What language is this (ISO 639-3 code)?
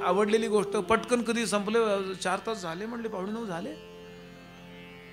mar